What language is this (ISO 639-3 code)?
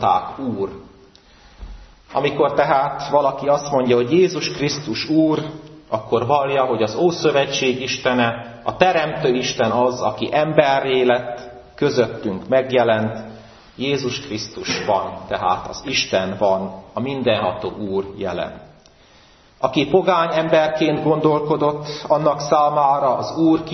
hun